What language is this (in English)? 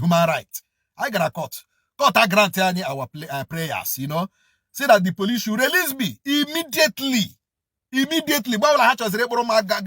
Igbo